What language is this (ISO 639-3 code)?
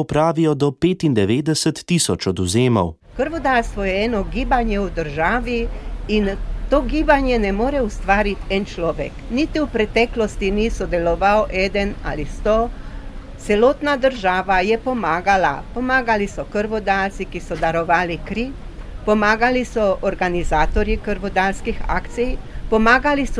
slv